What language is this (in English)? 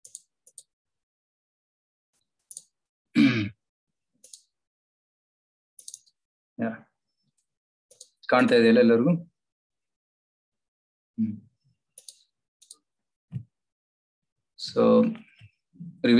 Kannada